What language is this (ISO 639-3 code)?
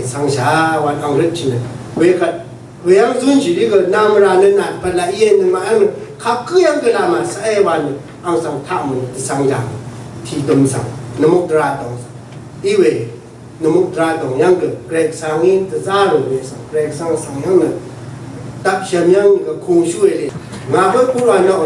raw